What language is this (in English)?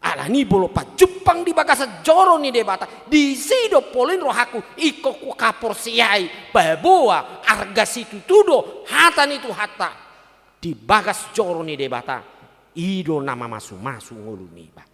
Batak Toba